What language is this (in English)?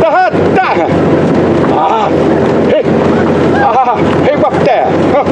Xavánte